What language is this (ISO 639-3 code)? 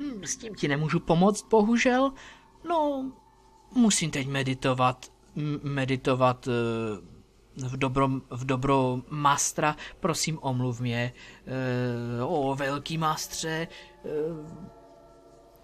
ces